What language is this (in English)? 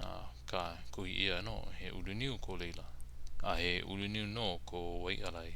Hawaiian